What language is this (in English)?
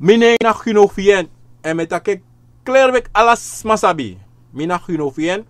Sranan Tongo